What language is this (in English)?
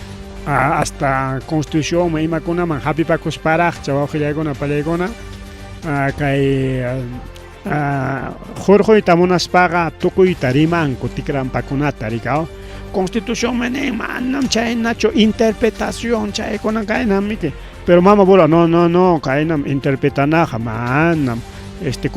Ayacucho Quechua